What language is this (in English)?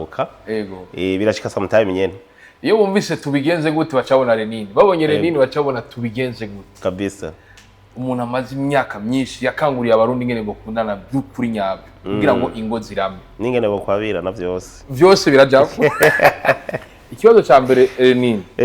Rundi